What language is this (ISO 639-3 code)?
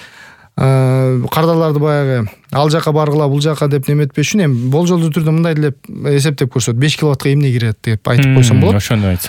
kir